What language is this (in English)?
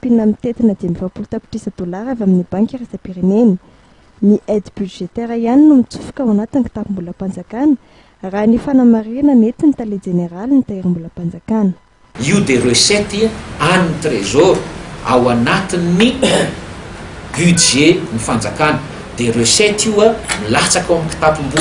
Malagasy